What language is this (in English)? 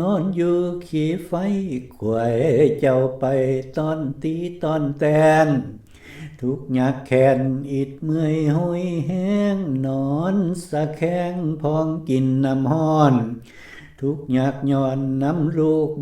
Lao